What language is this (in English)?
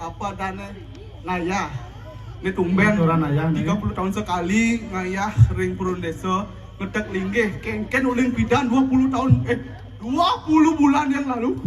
Balinese